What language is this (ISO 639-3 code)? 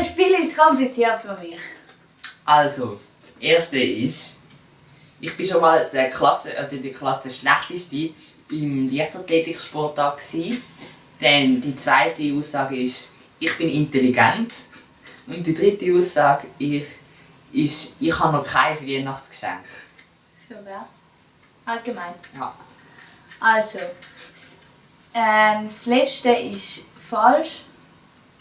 gsw